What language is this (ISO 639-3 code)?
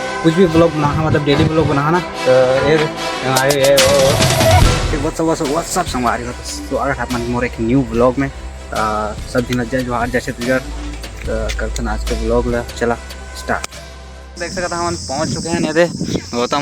hne